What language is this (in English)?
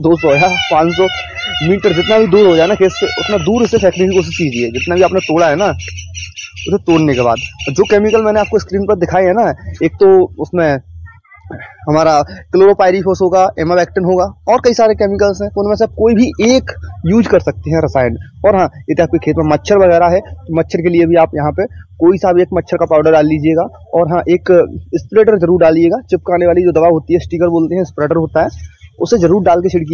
Hindi